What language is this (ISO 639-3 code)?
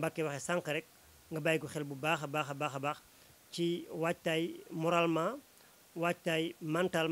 wol